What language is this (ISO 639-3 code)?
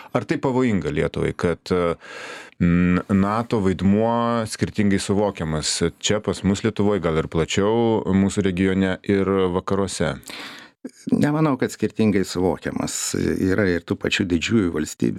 lit